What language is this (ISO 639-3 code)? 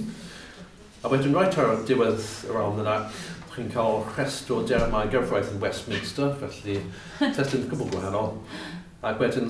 cym